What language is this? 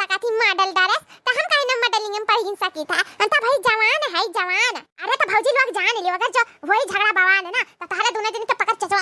Awadhi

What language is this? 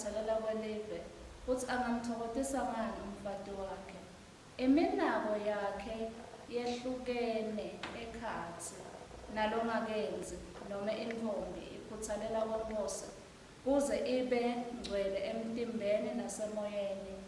Swati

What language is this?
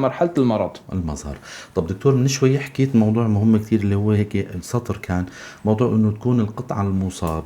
North Levantine Arabic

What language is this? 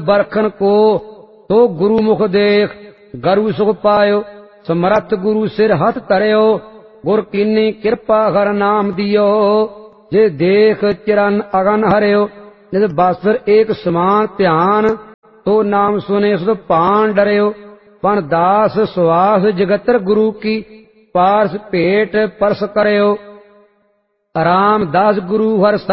Punjabi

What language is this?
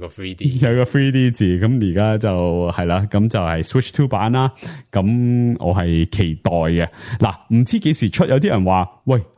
Cantonese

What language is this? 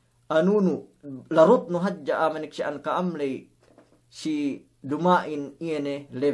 Yakan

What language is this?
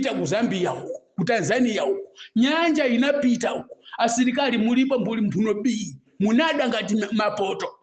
Nyanja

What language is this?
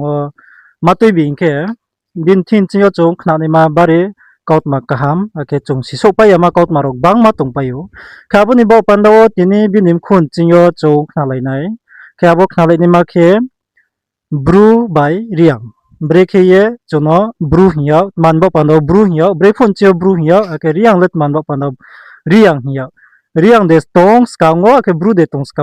Riang (India)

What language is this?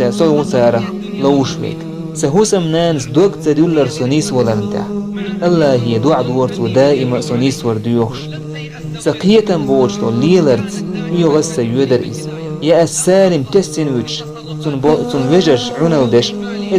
Chechen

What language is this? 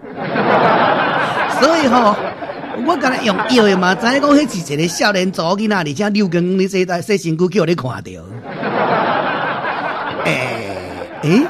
Min Nan Chinese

